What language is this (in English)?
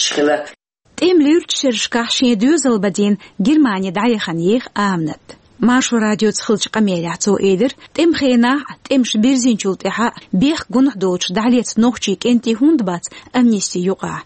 Chechen